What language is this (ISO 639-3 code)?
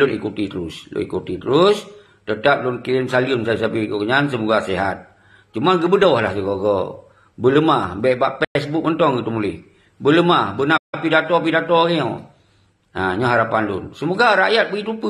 ace